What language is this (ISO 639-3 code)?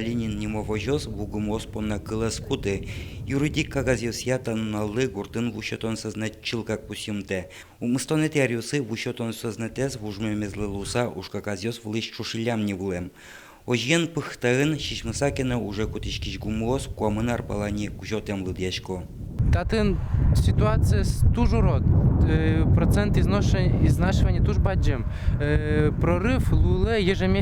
udm